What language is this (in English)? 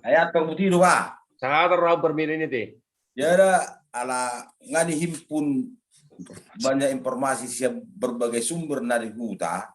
Batak Toba